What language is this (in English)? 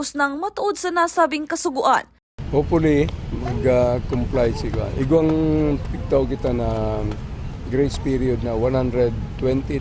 Bikol